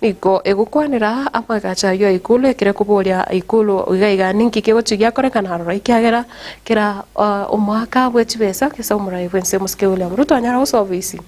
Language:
Gusii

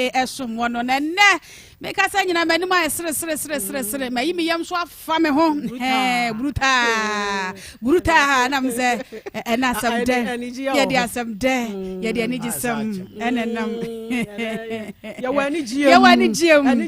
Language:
Akan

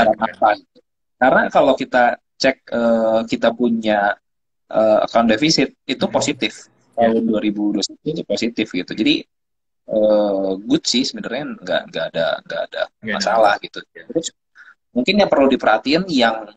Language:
Indonesian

